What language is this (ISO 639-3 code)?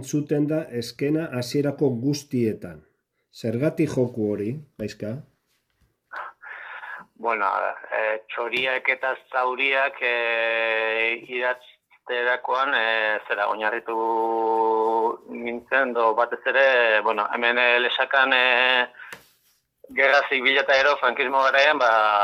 eus